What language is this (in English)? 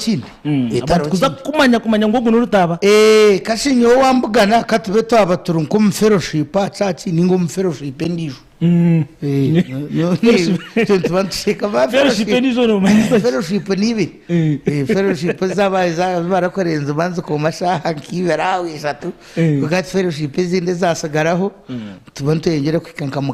Nyankole